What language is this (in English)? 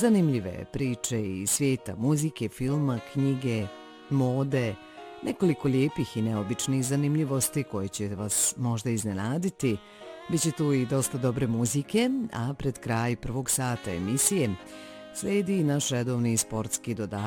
Bosnian